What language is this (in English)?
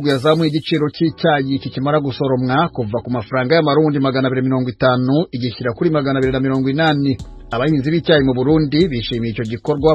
Rundi